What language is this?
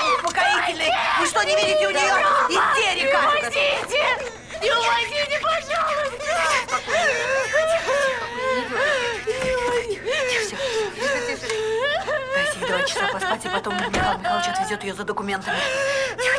Russian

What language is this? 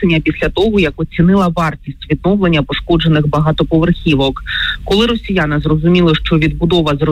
Ukrainian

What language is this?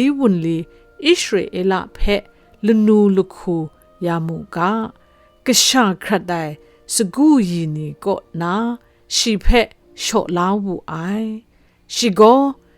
Kachin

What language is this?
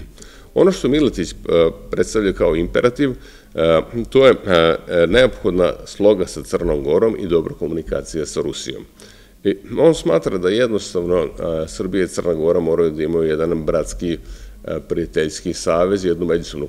Serbian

